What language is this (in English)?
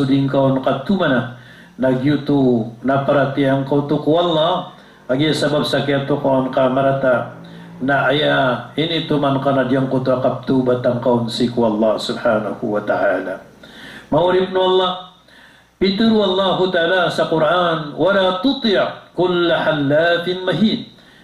Maranao